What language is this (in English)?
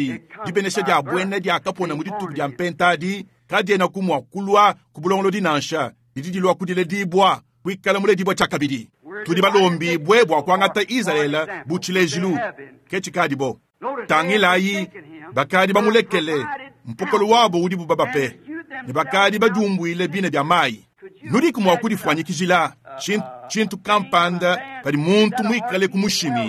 Luba-Lulua